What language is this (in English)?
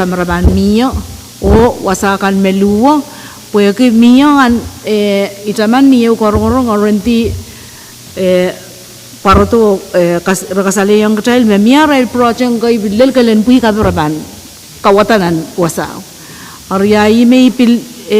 Pohnpeian